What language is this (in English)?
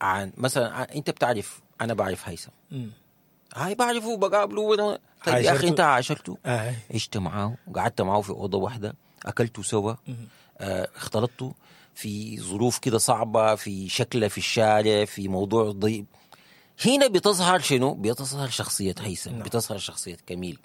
Sudanese Arabic